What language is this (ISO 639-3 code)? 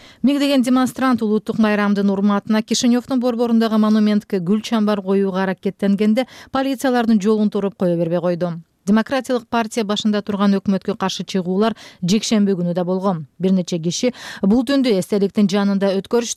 kir